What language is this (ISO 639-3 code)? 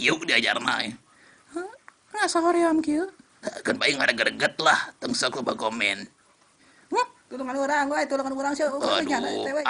sun